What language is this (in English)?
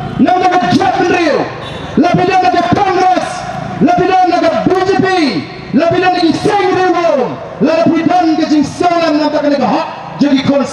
Khasi